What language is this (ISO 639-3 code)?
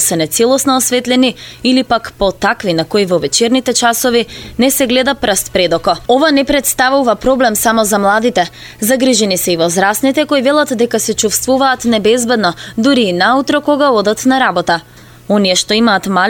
mkd